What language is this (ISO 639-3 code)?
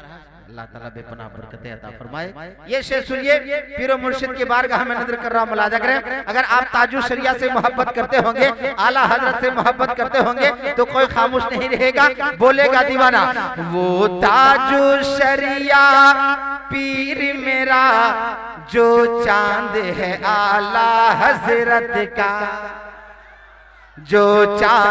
hin